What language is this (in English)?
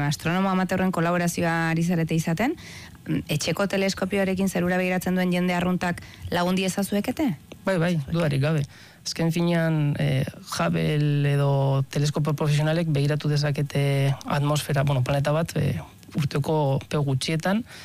Basque